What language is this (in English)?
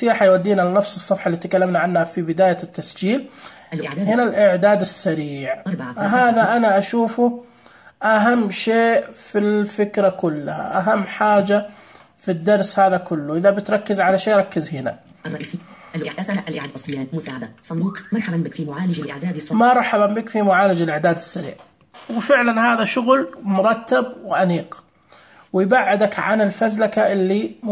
Najdi Arabic